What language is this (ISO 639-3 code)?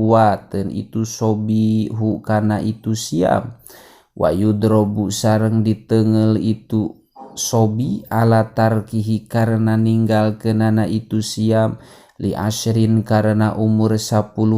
sun